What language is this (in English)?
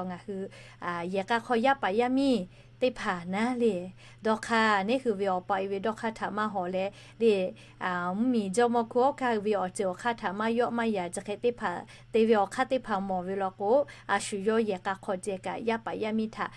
Lahu